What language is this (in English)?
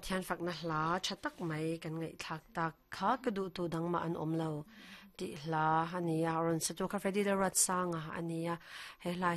Mizo